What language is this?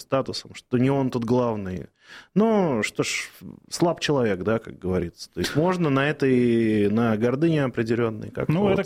Russian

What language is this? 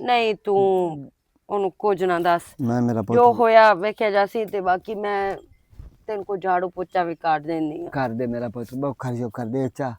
Western Panjabi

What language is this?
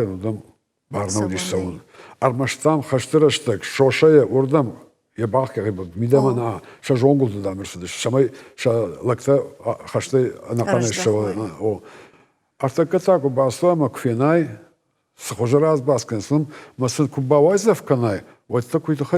Ossetic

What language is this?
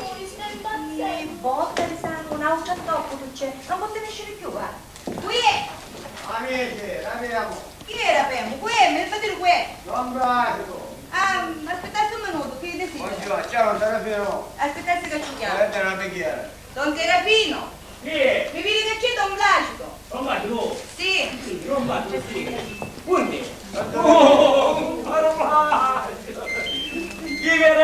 Sicilian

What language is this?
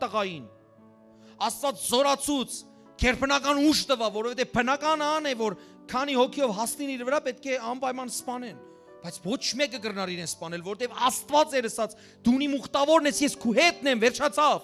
Western Armenian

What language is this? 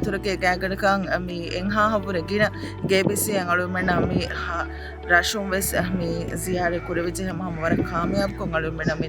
Divehi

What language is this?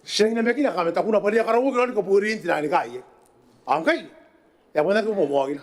Gilbertese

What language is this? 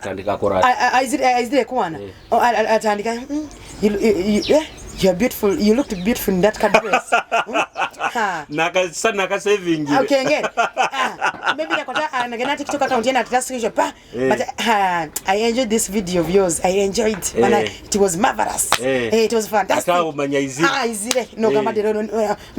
Nyoro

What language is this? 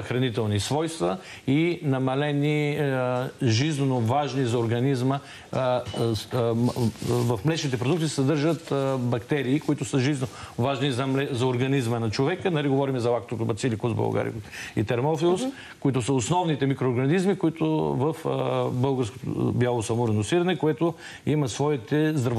Bulgarian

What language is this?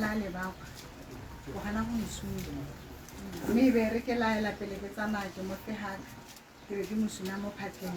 Tswana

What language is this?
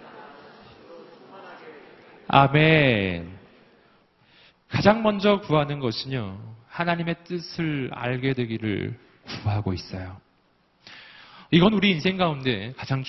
Korean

